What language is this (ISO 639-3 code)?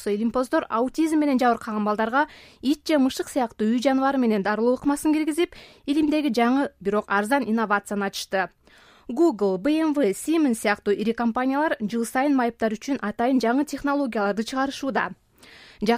kir